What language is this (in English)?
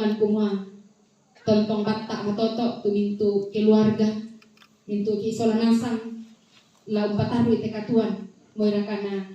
Toraja-Sa'dan